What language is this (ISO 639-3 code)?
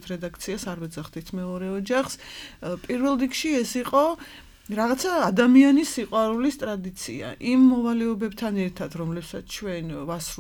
kat